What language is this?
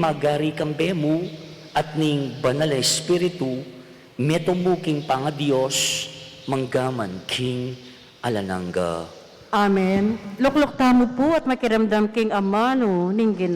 Pampanga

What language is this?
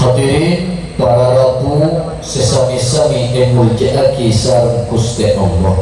Madurese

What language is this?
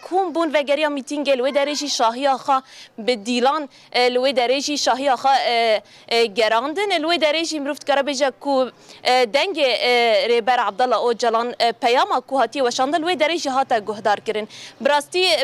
Kurdish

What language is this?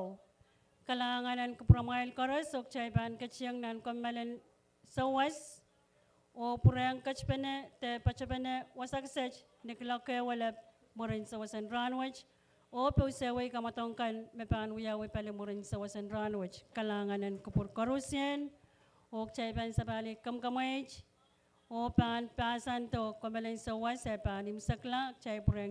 Pohnpeian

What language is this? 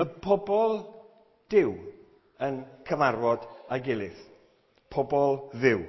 Welsh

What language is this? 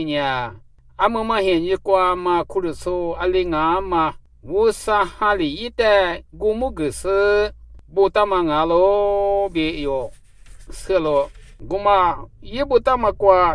Lisu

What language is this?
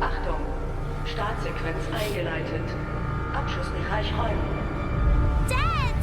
Swiss German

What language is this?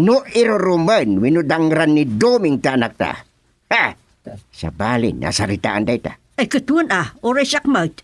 Iloko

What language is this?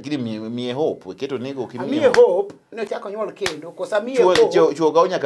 Luo (Kenya and Tanzania)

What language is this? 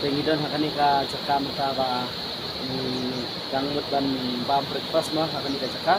Khasi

